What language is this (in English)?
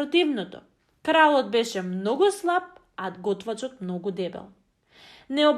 Macedonian